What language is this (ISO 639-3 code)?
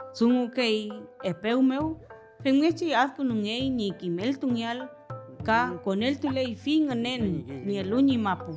arn